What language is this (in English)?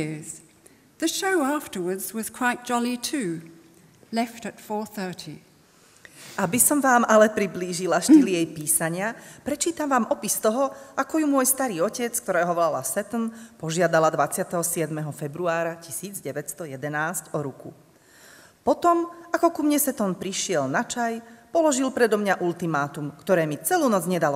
Slovak